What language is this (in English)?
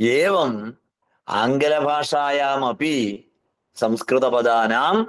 Sanskrit